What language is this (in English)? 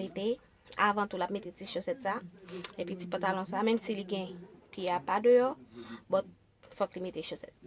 Haitian Creole